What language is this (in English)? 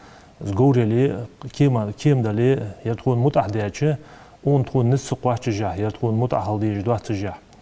Ingush